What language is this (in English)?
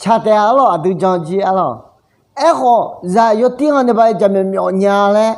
Akha